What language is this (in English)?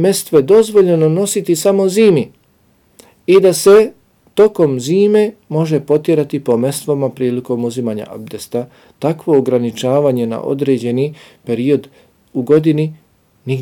Bosnian